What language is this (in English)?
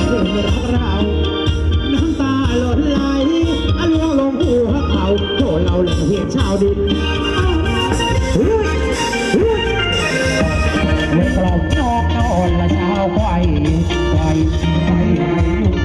Thai